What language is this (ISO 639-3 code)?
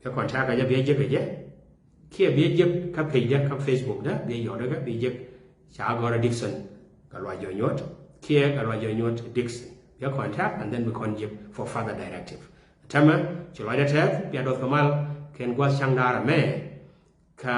nus